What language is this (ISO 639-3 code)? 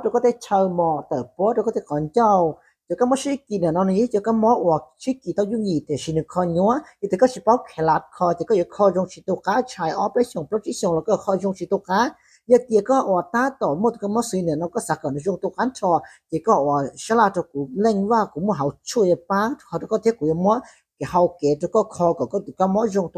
hmn